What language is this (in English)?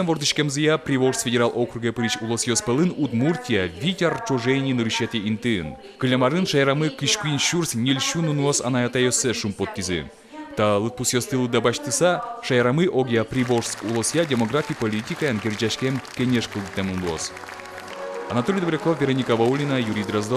Udmurt